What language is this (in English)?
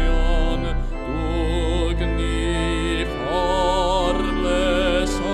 Welsh